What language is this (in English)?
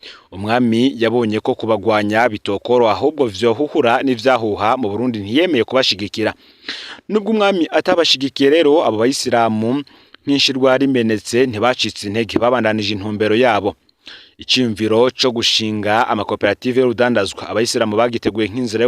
Rundi